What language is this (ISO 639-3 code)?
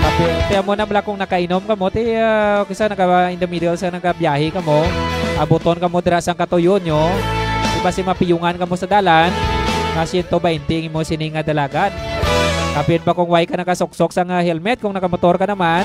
hil